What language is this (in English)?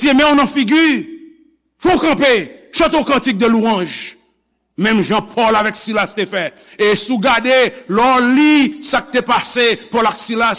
Haitian Creole